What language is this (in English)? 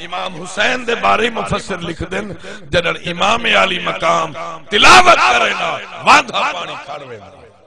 Saraiki